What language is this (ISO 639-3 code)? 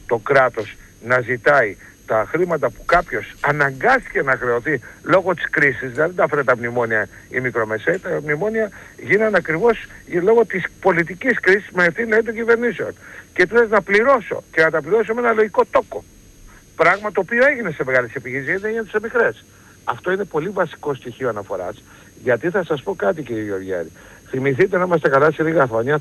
ell